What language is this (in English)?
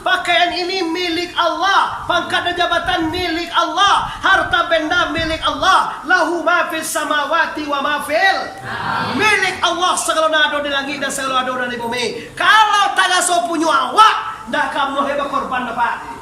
Minangkabau